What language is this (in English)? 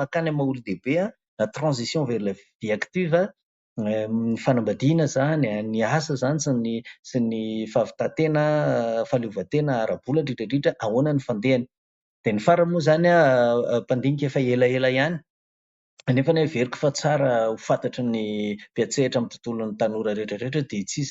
Malagasy